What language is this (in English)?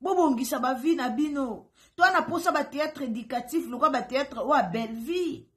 Lingala